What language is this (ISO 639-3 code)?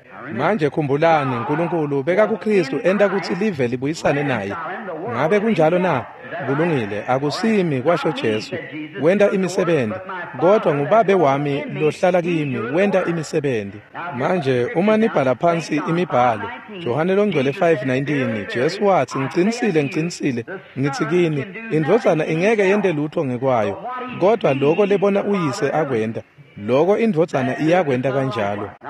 ssw